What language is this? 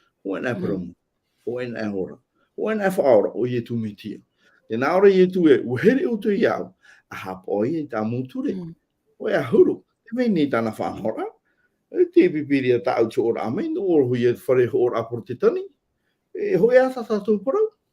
Tahitian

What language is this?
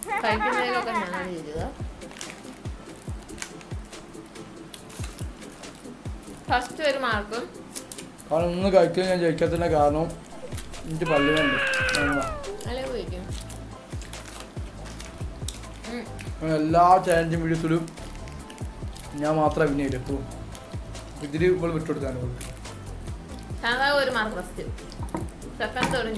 Malayalam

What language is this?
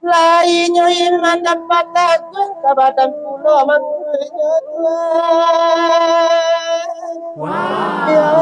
Minangkabau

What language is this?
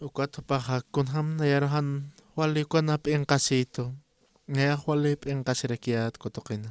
Aymara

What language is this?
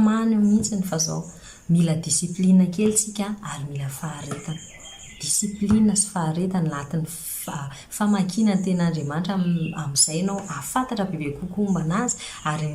Malagasy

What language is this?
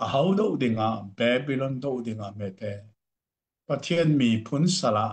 Hakha Chin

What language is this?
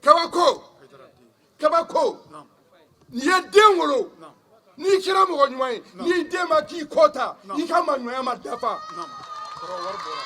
Bambara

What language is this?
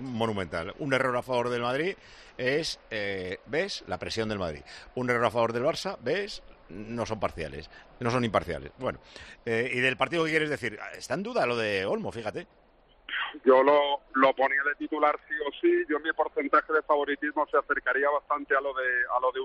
Spanish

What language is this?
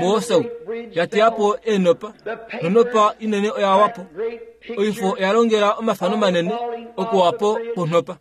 Kuanyama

